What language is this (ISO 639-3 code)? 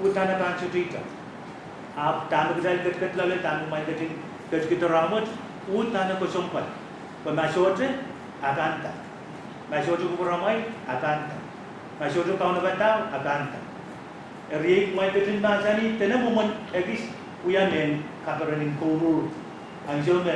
pon